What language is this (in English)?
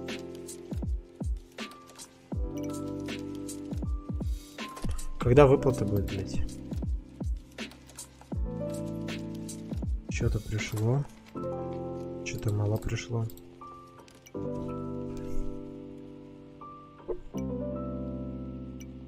Russian